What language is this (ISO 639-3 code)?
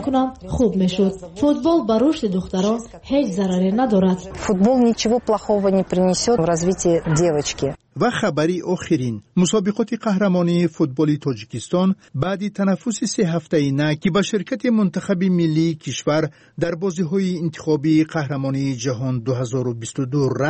fas